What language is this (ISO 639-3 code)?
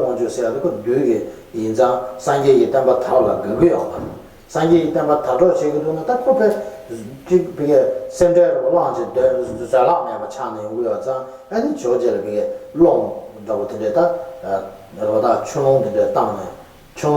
bod